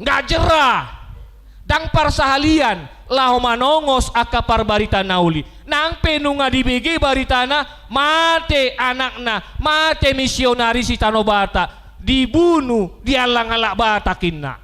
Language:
Batak Toba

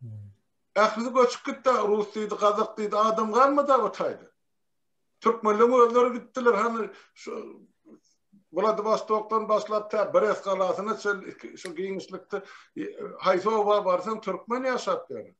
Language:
Turkmen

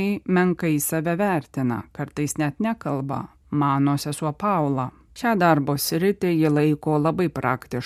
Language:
Lithuanian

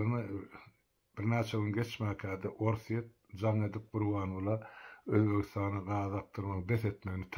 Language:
Turkmen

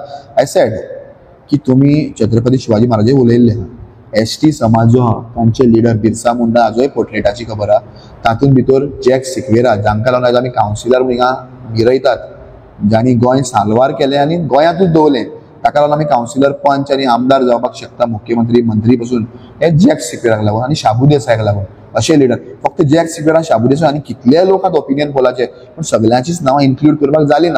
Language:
Konkani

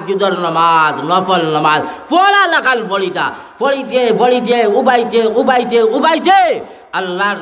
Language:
Sylheti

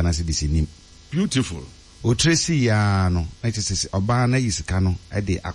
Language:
Akan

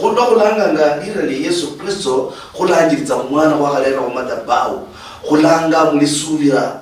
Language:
Luyia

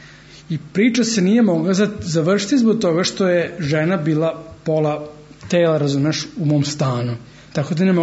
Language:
Serbian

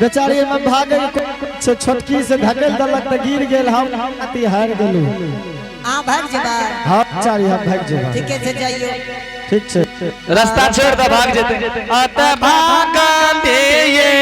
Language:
Angika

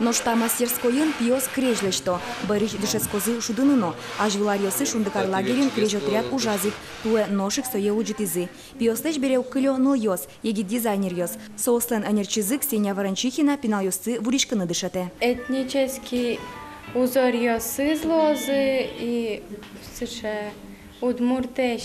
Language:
Udmurt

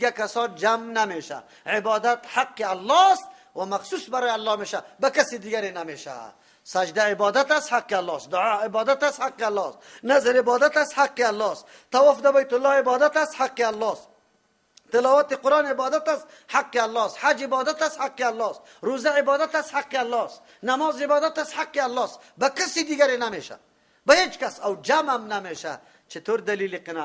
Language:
Persian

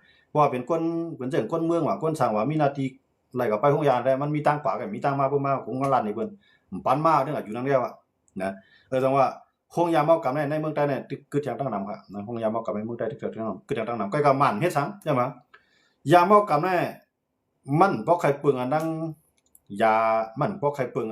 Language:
Shan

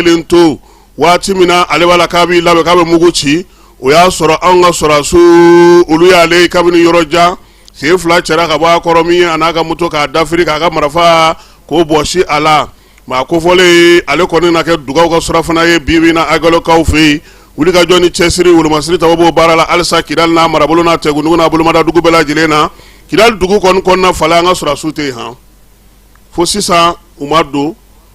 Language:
Bambara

